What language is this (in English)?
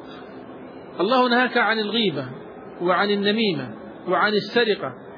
Arabic